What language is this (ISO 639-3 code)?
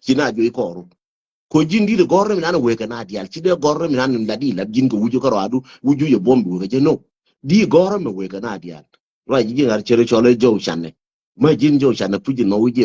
nus